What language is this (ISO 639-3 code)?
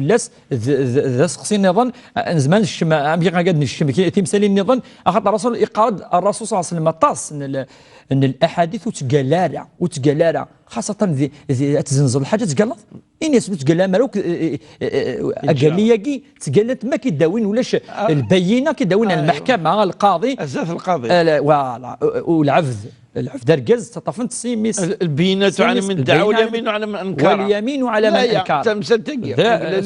kab